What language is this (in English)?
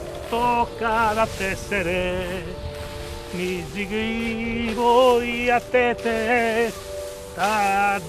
Sardinian